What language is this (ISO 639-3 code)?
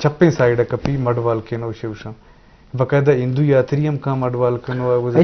bgp